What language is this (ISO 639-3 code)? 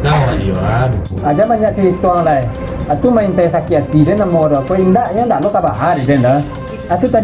min